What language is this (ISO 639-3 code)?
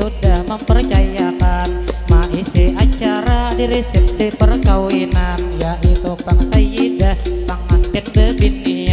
bjn